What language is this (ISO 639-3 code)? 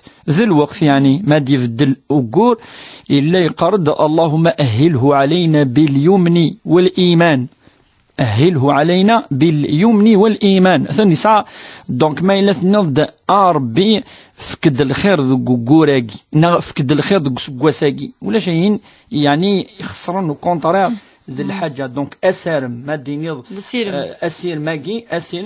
kab